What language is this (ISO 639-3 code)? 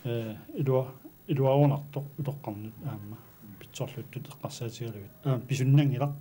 kal